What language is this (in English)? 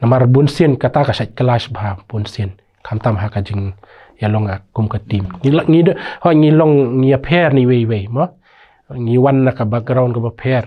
Khasi